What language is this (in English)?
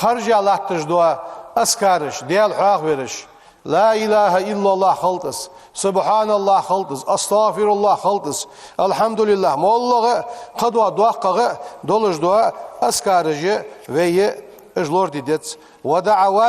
Ingush